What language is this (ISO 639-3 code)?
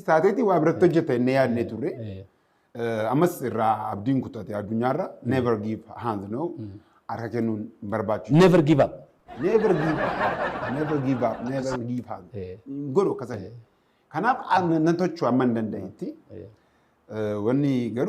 orm